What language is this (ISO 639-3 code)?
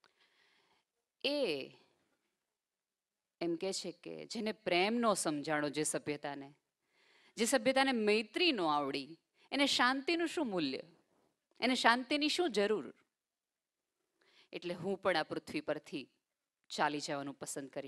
guj